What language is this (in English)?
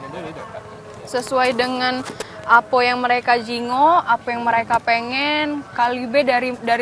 Musi